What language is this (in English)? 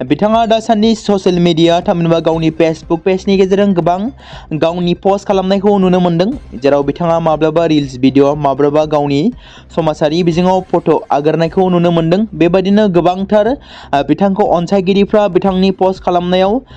Bodo